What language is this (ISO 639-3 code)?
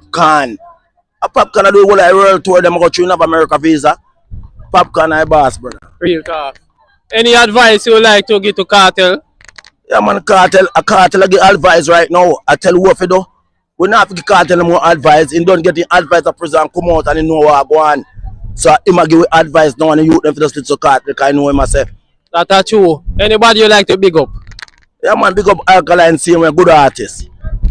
jam